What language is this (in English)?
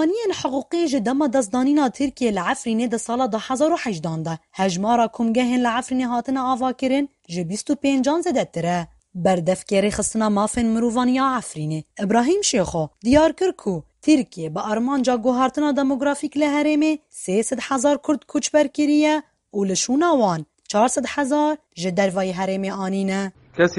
Kurdish